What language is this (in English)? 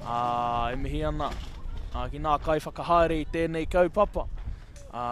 Māori